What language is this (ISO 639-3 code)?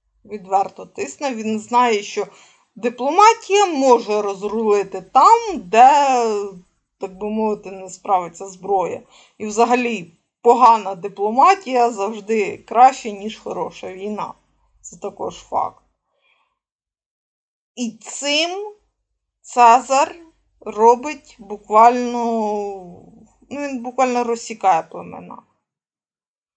ukr